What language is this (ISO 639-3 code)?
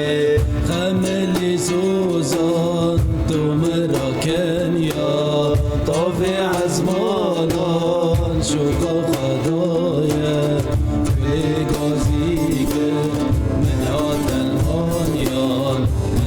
kur